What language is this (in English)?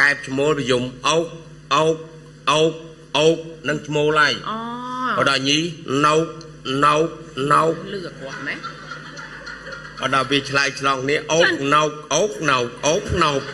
Khmer